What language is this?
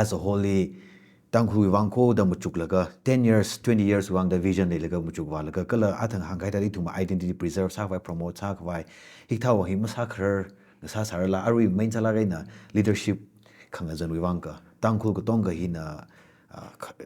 Tangkhul Naga (India)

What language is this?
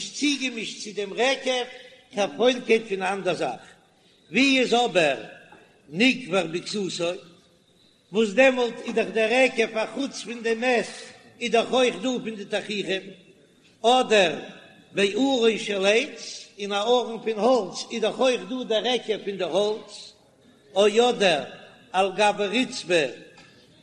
Yiddish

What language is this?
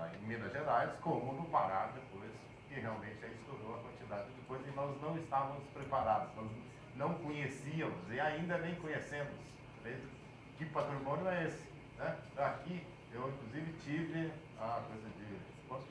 Portuguese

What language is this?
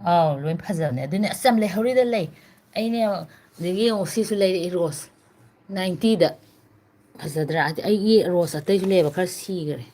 Manipuri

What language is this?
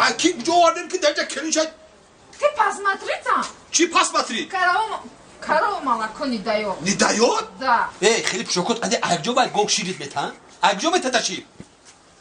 Tajik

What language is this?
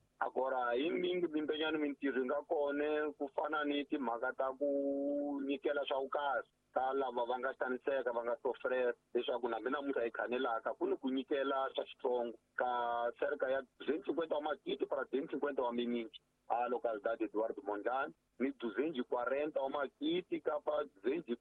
Tsonga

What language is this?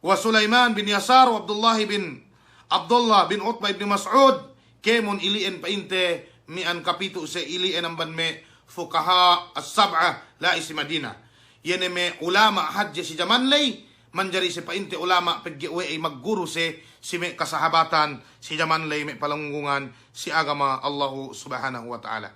Yakan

